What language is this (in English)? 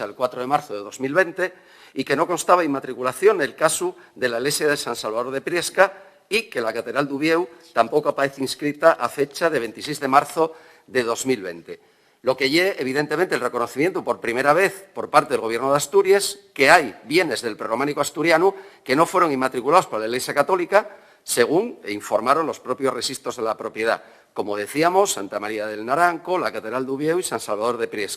Asturian